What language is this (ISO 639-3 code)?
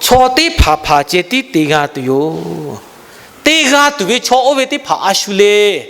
lhu